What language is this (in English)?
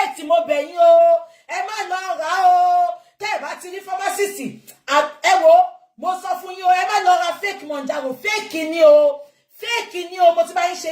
Yoruba